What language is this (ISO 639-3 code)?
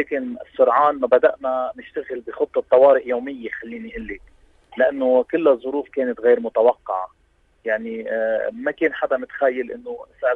apc